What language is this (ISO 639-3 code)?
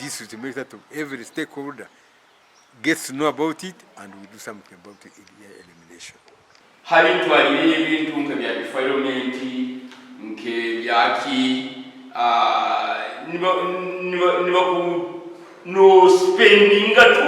nyn